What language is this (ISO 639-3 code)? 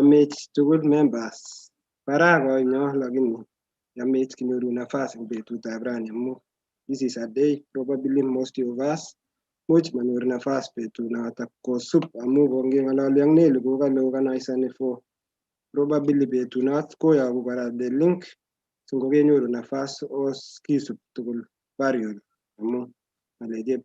kln